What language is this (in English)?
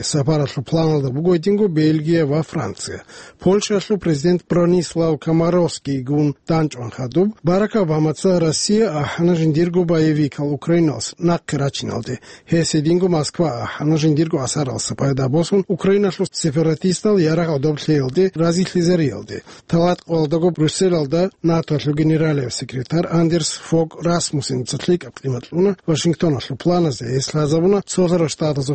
Avaric